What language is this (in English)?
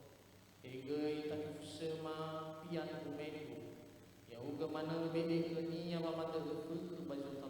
Nias